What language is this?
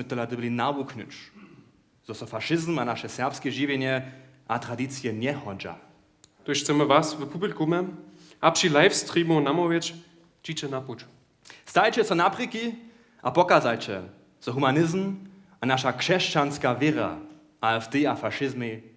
Upper Sorbian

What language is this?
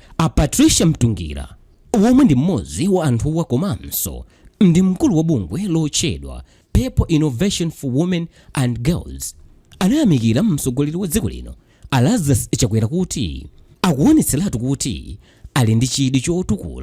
Nyanja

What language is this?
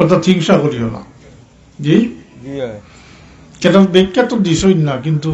Sylheti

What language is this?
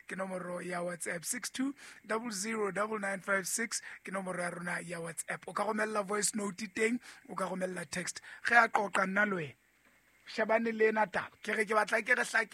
Southern Sotho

